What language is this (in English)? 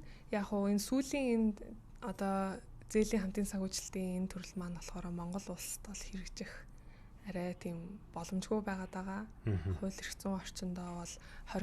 Mongolian